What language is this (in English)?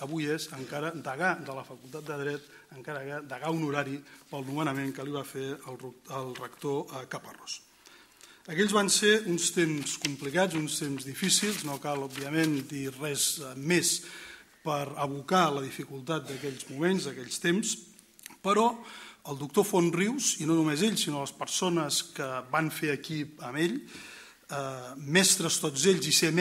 Catalan